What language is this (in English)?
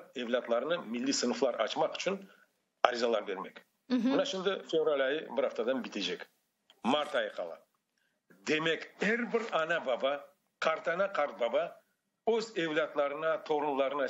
Crimean Tatar